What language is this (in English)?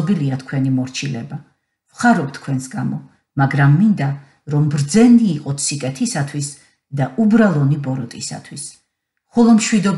Georgian